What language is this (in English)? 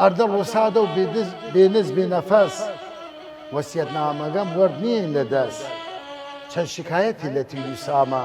Southern Kurdish